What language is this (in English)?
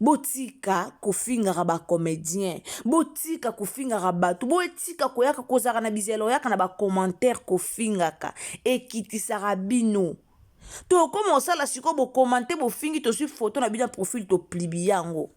Lingala